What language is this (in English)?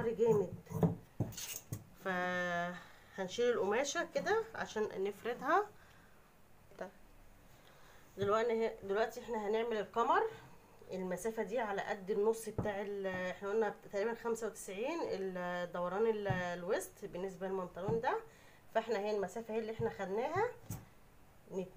Egyptian Arabic